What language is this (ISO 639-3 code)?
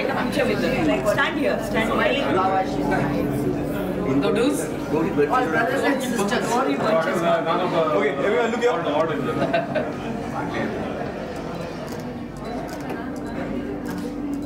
eng